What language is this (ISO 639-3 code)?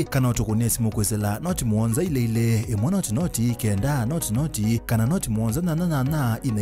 kam